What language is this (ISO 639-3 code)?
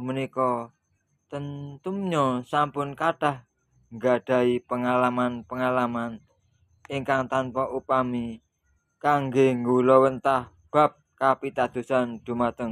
jav